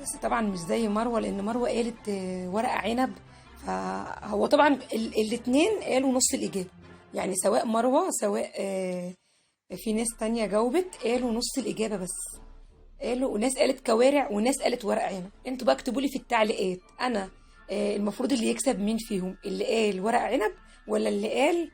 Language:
Egyptian Arabic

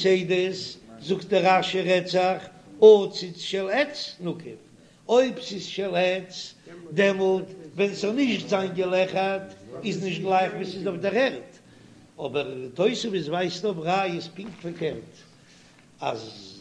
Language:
Yiddish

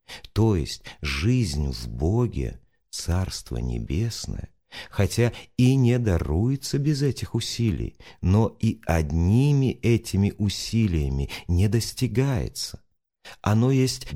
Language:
Russian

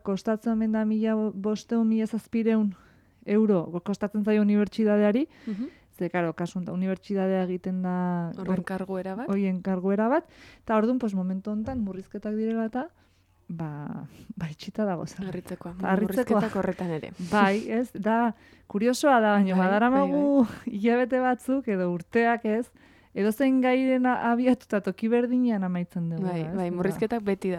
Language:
Basque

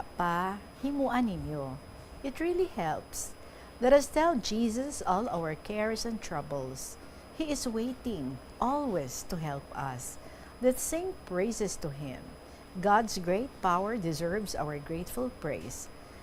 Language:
Hiligaynon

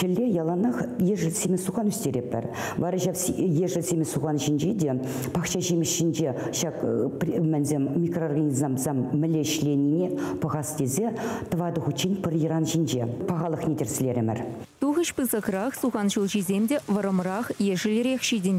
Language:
Chuvash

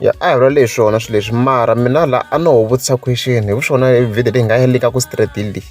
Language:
Tsonga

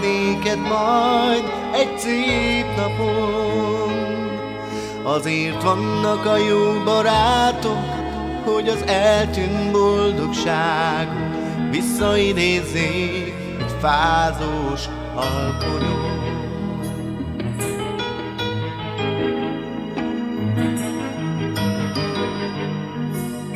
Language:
Hungarian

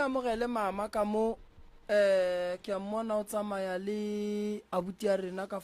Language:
Northern Sotho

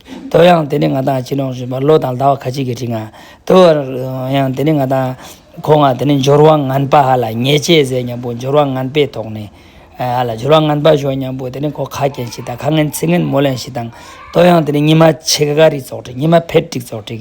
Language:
Ladakhi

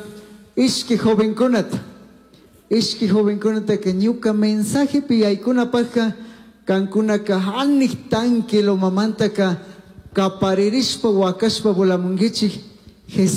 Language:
Chimborazo Highland Quichua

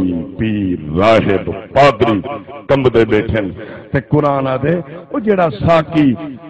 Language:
Saraiki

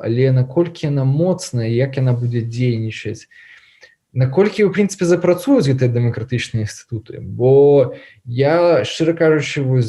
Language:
Belarusian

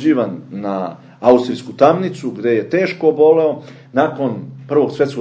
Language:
Serbian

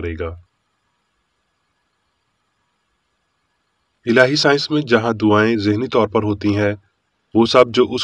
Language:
Urdu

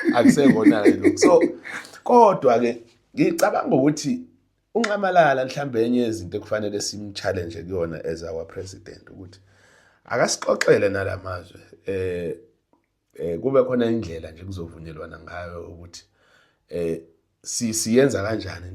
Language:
Zulu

